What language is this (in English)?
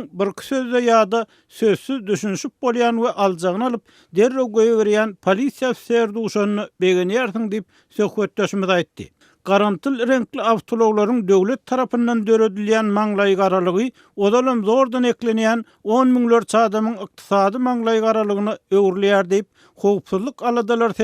Turkmen